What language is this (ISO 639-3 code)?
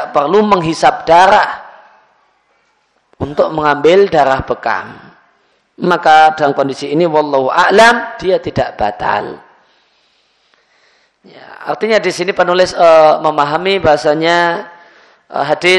ind